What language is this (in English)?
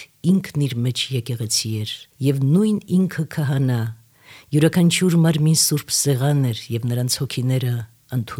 Armenian